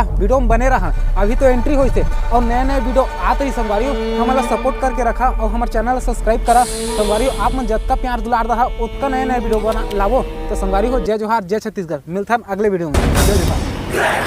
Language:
Chhattisgarhi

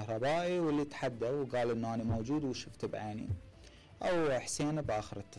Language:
Mesopotamian Arabic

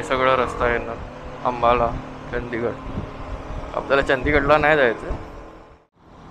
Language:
Marathi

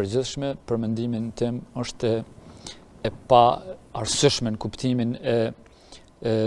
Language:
Albanian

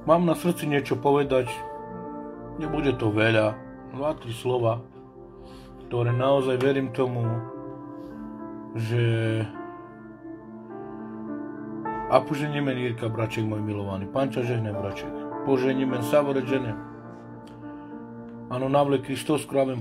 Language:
Slovak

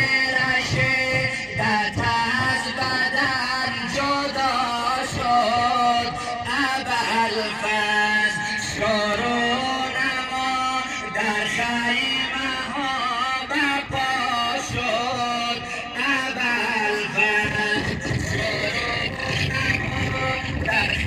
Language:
Persian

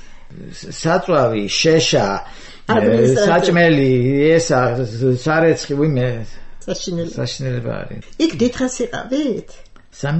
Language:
Georgian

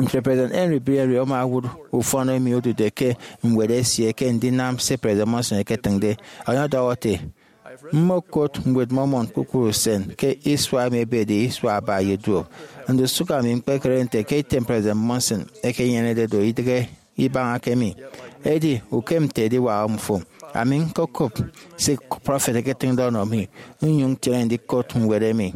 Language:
Efik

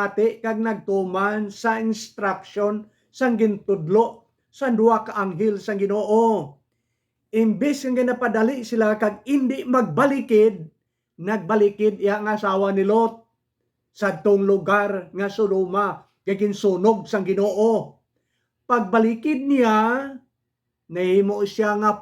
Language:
Hiligaynon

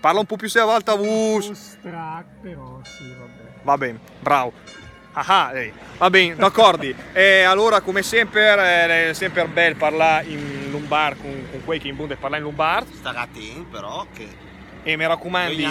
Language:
Lombard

